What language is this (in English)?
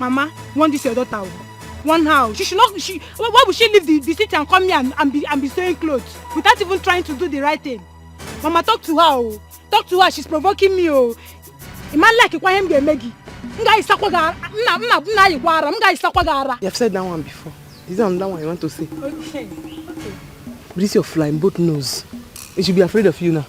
Nigerian Pidgin